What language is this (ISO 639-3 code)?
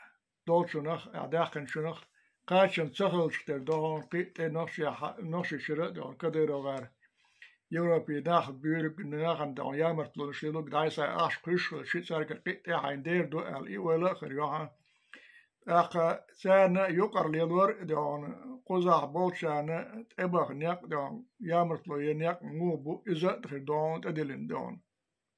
che